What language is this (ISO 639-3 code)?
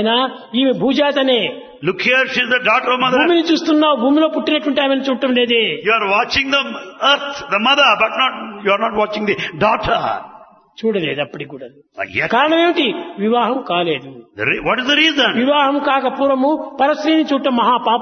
tel